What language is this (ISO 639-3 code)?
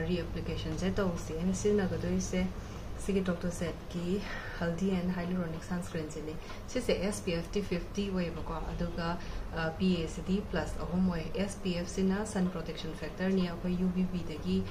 mni